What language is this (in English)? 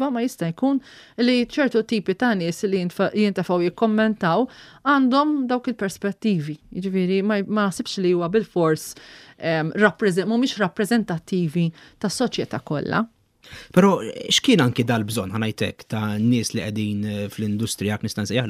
Maltese